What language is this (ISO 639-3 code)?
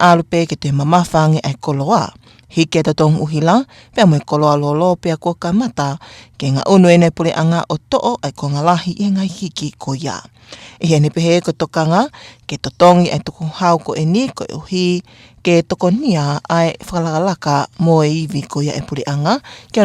ton